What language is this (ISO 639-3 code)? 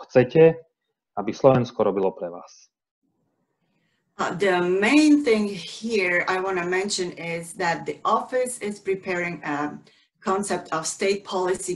slk